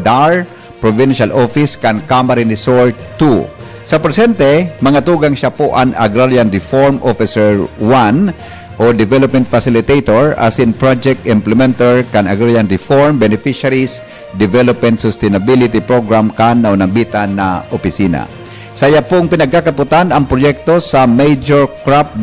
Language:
Bikol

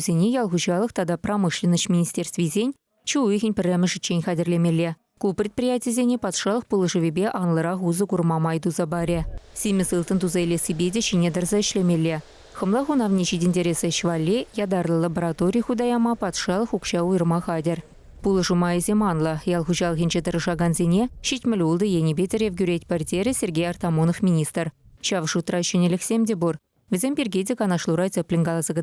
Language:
Chuvash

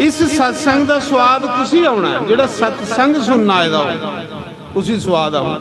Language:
Dogri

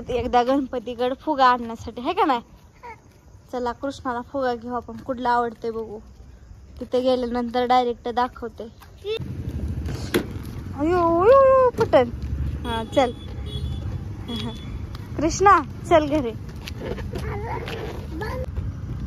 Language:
Marathi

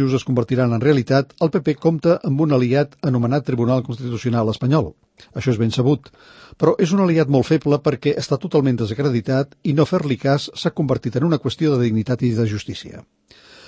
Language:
Catalan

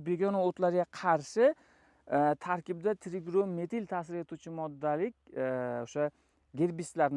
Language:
Uzbek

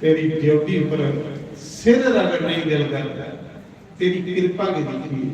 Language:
Dogri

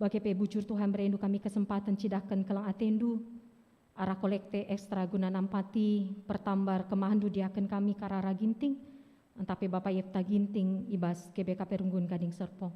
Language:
Batak Karo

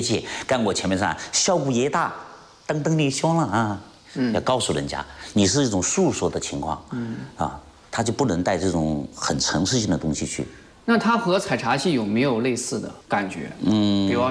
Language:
Chinese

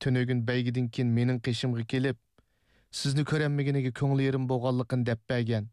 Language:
Uyghur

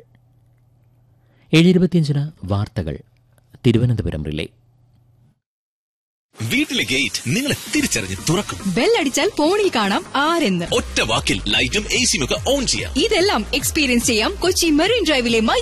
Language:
Malayalam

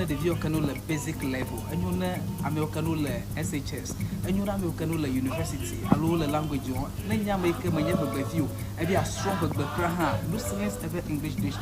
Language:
Ewe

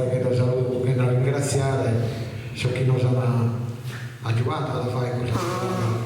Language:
Sardinian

